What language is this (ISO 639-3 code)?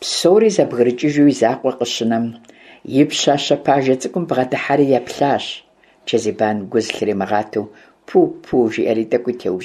kbd